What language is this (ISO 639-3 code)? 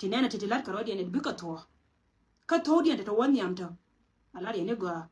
nus